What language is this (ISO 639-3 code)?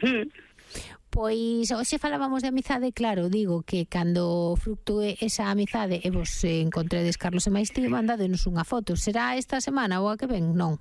glg